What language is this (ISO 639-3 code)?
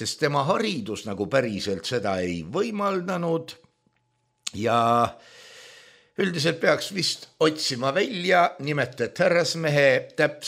est